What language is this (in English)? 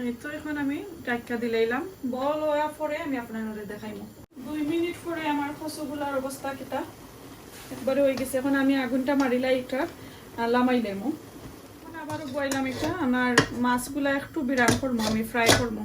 Sylheti